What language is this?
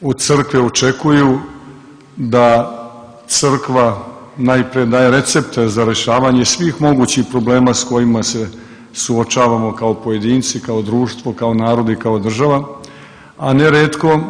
Serbian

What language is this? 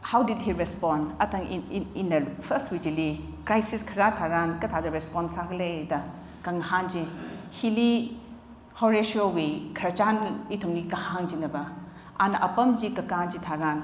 Tangkhul Naga (India)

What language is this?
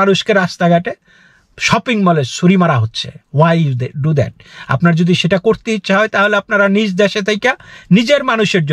Bangla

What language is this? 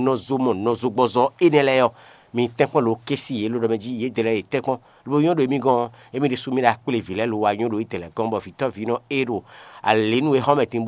Fon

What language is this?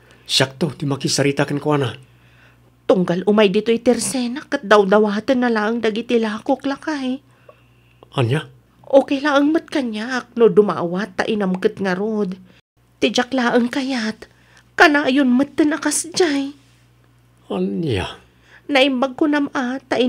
Iloko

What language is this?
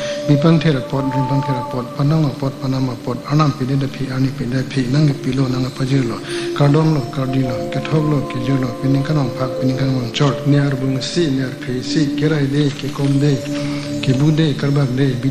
Karbi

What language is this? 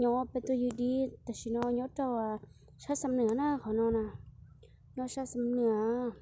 Hmong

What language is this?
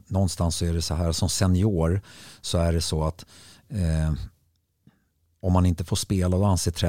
Swedish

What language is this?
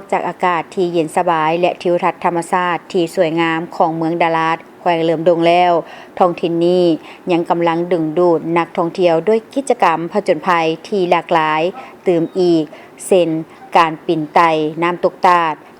Lao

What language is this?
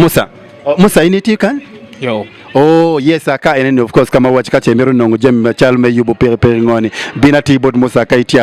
Acoli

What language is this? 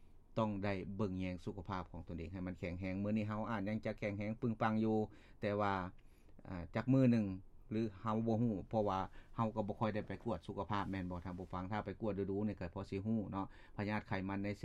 Lao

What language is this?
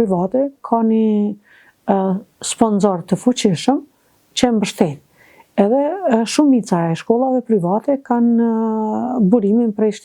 Albanian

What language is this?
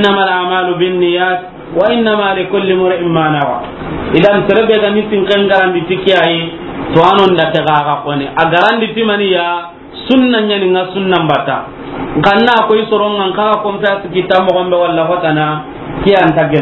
Soninke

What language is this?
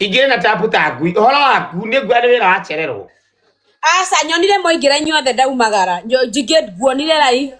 Kikuyu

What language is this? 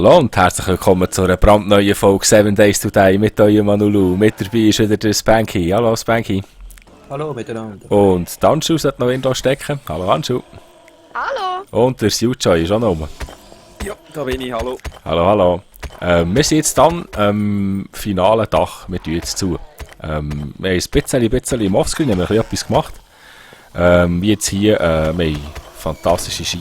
Swiss German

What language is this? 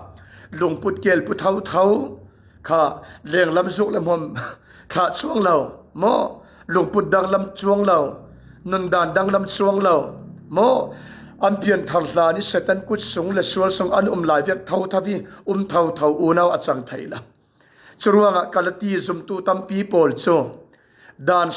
Falam Chin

